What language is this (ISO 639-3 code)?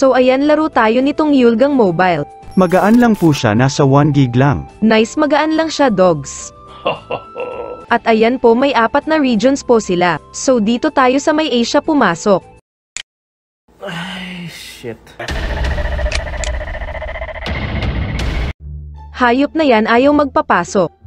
fil